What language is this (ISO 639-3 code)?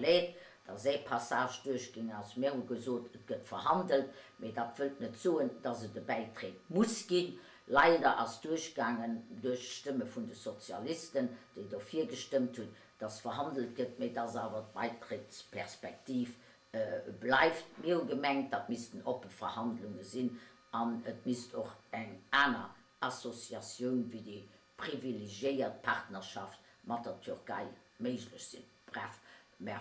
ltz